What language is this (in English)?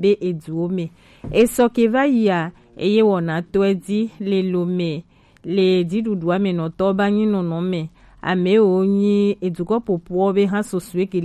Gen